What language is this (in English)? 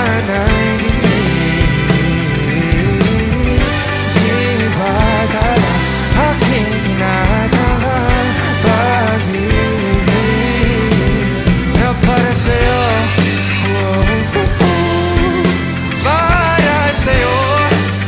Filipino